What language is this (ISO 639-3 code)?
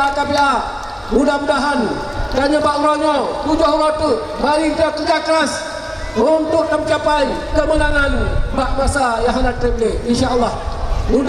ace